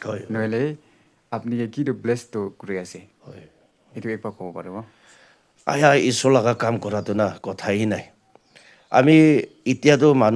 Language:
Naga Pidgin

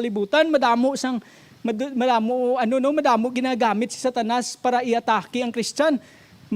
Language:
Hiligaynon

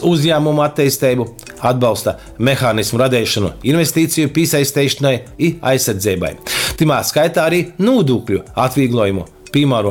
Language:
Latgalian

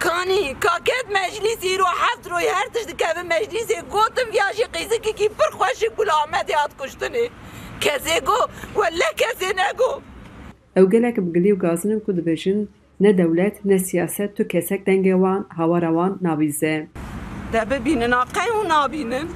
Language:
Kurdish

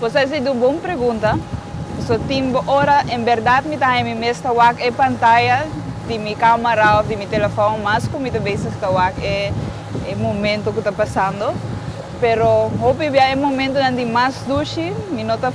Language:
Papiamento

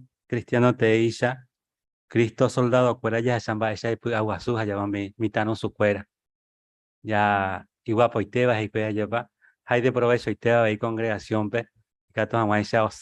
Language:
Guarani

